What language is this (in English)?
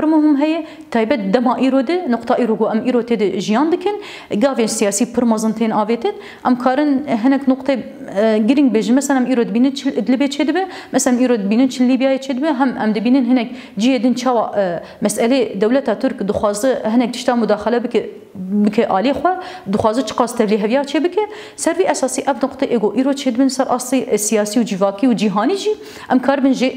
Kurdish